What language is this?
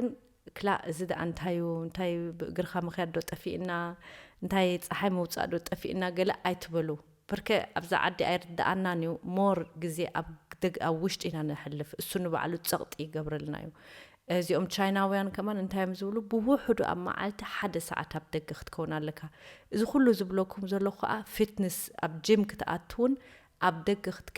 Tigrinya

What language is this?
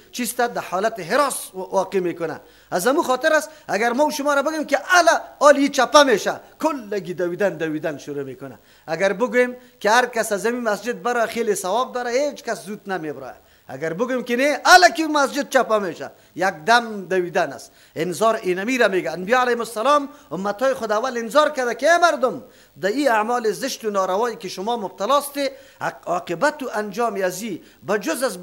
Persian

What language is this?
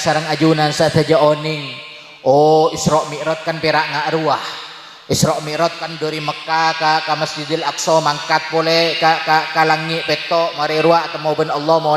Madurese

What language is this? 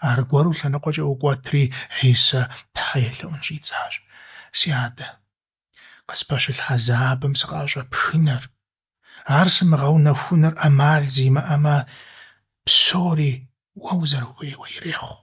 Kabardian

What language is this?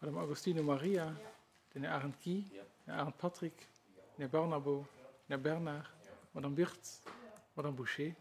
Luxembourgish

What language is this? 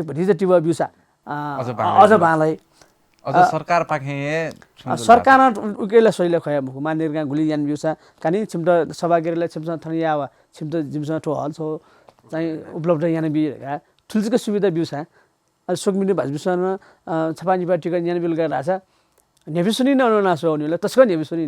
Newari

